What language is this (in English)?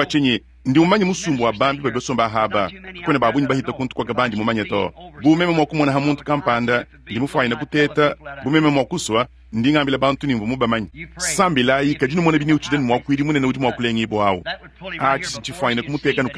Luba-Lulua